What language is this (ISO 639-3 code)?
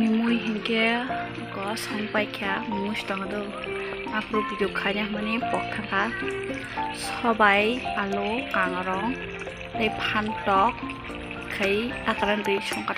trp